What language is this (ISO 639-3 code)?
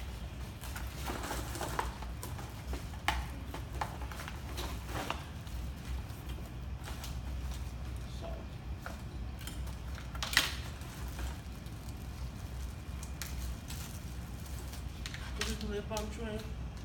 eng